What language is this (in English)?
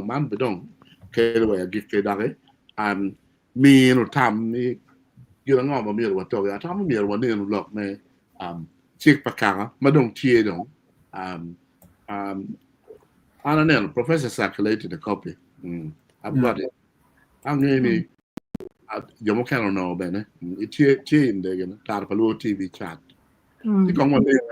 Acoli